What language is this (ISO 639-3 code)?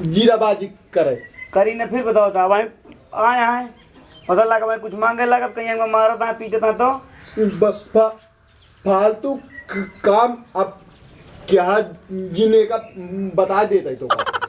awa